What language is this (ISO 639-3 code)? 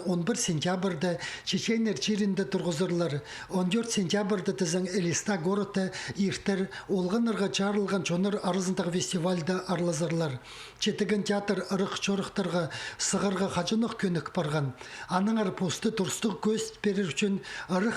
kjh